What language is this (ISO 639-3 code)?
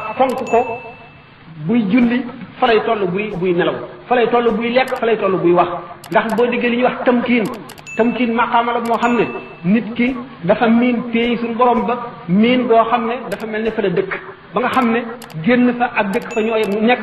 wol